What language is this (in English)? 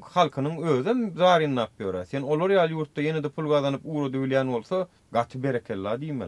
Turkmen